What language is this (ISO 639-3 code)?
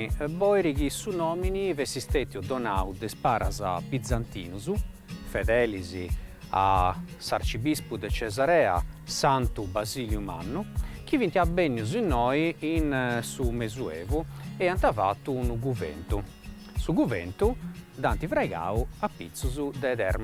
srd